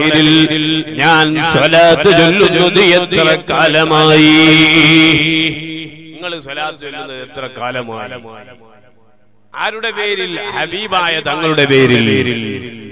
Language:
Malayalam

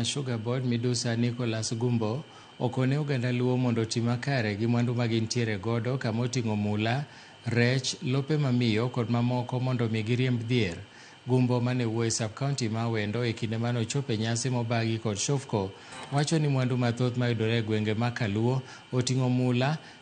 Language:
Luo (Kenya and Tanzania)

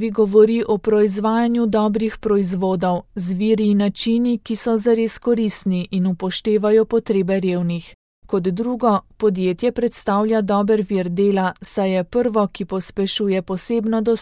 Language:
Slovenian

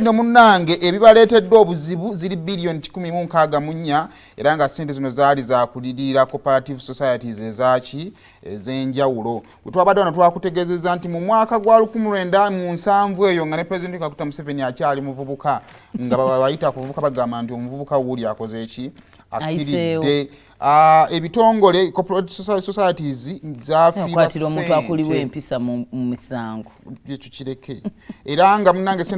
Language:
Ganda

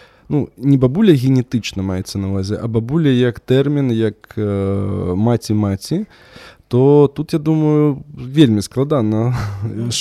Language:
Belarusian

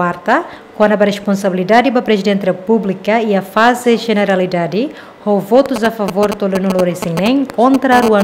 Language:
Tetum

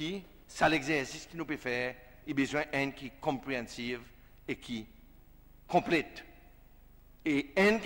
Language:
Seselwa Creole French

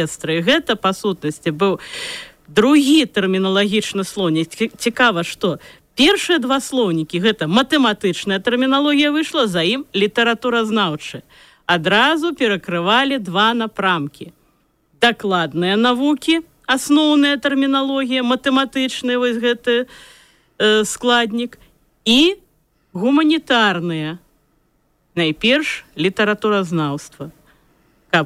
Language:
Belarusian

